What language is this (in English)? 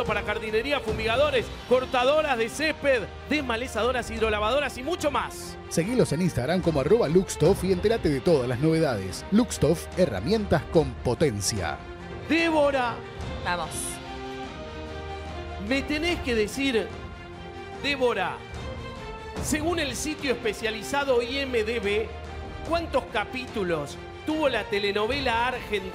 Spanish